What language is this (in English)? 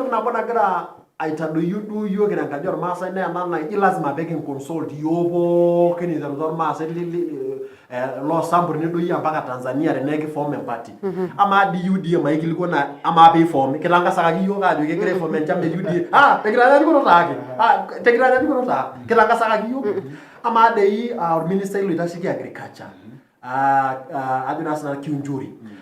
Masai